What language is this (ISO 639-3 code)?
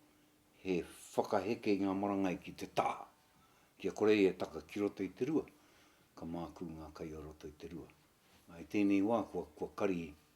mri